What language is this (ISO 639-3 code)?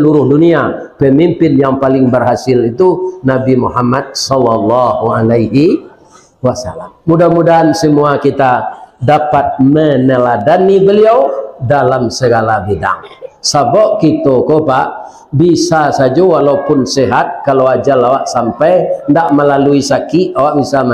min